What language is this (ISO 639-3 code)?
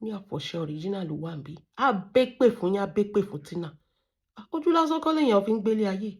yor